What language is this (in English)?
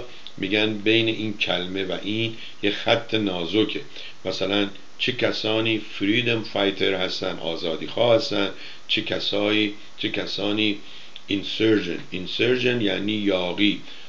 Persian